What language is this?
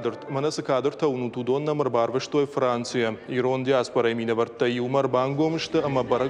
Ossetic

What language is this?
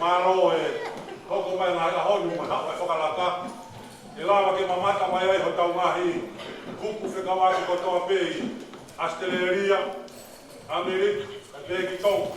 Tongan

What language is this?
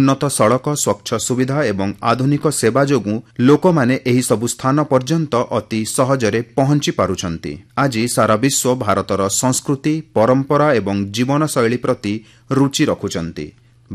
Odia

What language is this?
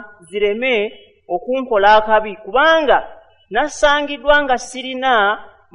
Ganda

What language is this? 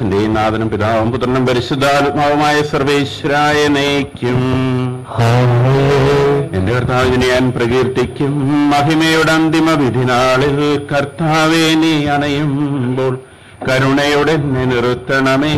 Malayalam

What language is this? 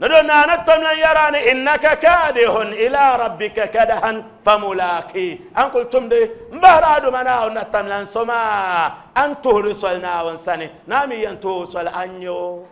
Dagbani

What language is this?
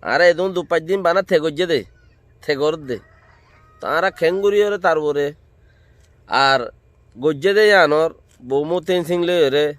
Rohingya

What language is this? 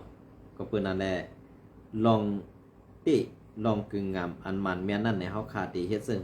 Shan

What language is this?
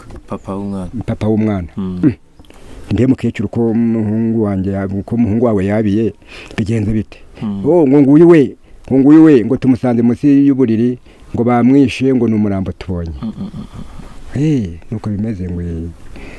Kinyarwanda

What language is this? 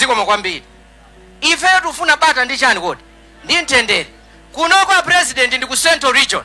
Nyanja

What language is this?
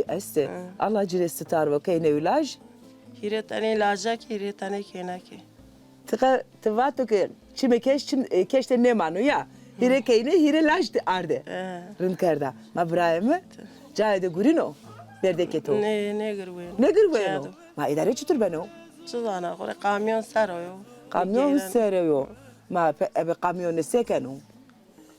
Zaza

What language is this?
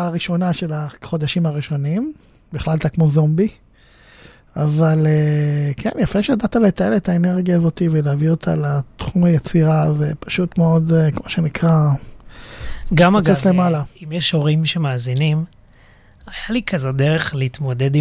Hebrew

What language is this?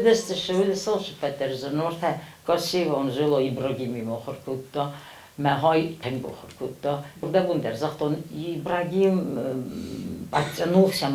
Ossetic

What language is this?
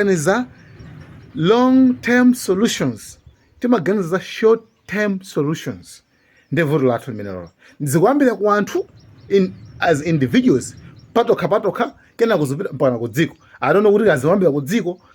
Nyanja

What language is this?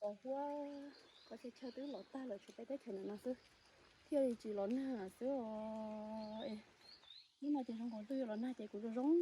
Hmong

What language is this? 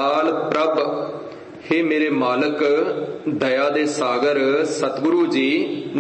Punjabi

